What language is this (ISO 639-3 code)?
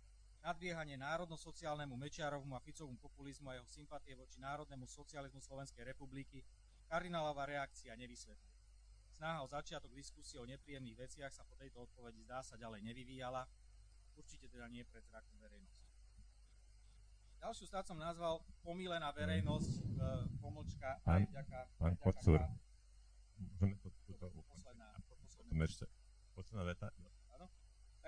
slk